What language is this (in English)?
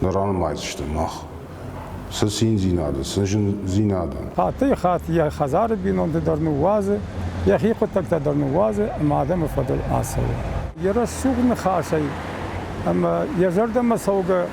Ossetic